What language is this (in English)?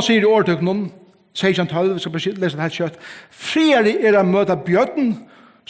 Faroese